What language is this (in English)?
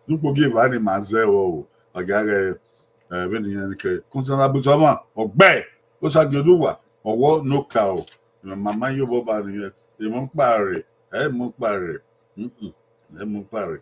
Bini